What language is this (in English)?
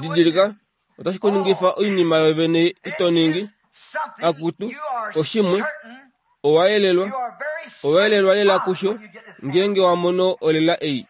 Kuanyama